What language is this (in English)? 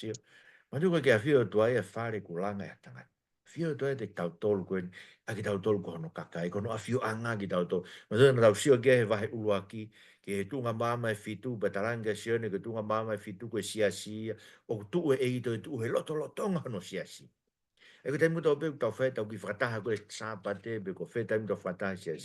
Tongan